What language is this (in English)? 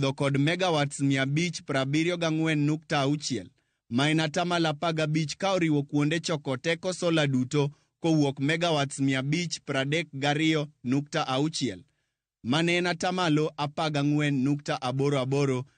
Luo (Kenya and Tanzania)